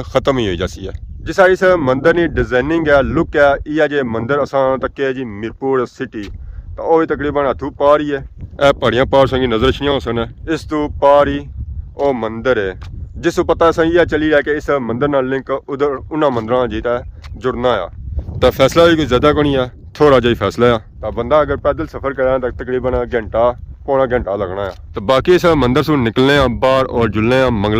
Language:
Pahari-Potwari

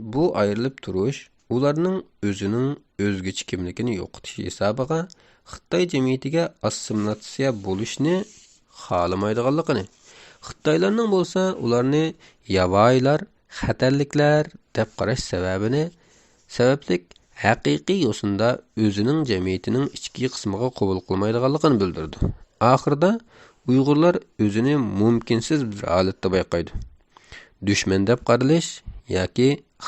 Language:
Uyghur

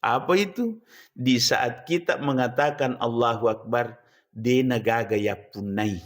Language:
Buginese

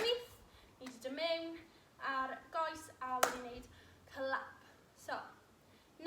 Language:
Welsh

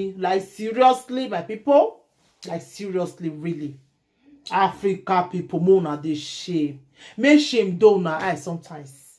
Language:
Nigerian Pidgin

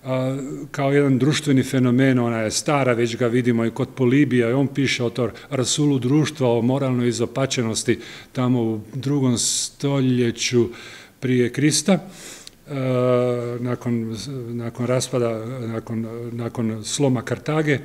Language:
Croatian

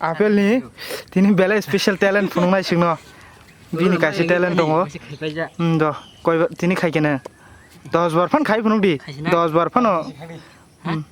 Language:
Kok Borok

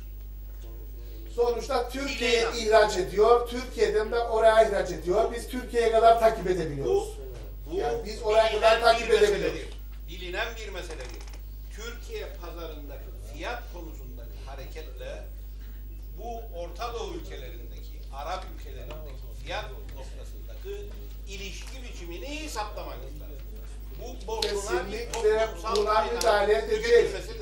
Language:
Turkish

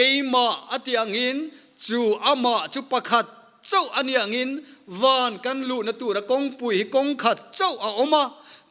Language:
Mizo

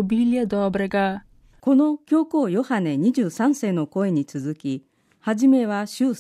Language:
Slovenian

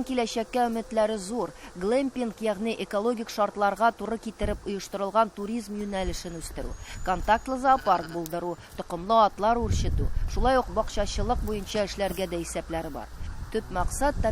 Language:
Tatar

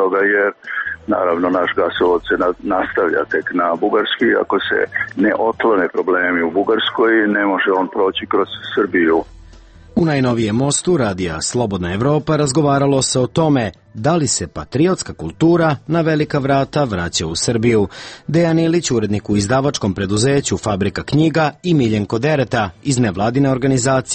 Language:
Serbian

